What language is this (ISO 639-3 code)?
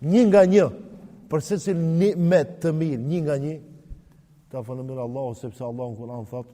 sqi